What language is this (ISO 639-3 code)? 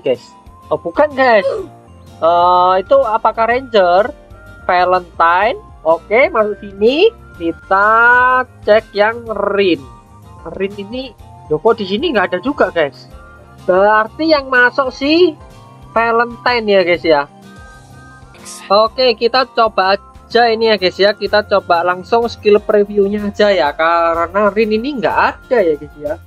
ind